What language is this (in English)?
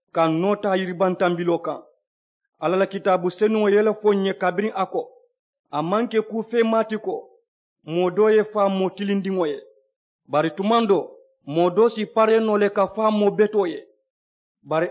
Mandingo